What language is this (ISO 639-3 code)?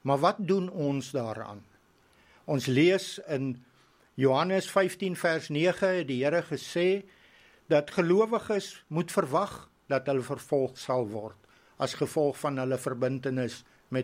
afr